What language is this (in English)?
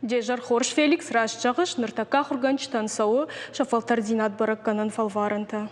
Ossetic